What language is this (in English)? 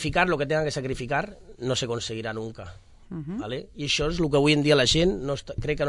Catalan